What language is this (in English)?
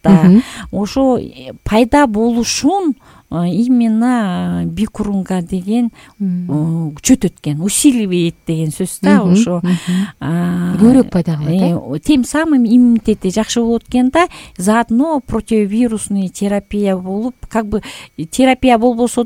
Kyrgyz